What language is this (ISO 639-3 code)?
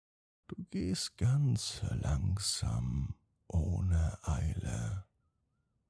deu